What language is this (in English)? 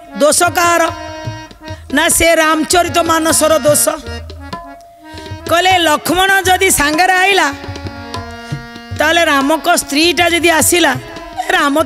Odia